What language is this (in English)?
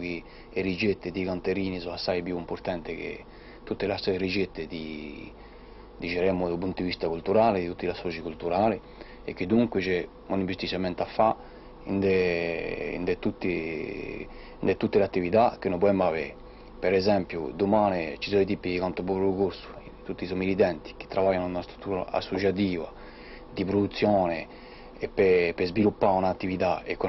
Corsican